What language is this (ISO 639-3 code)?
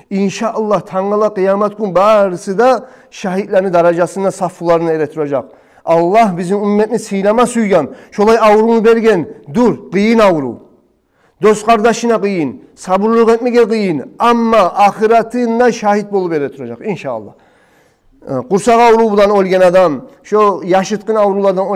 kum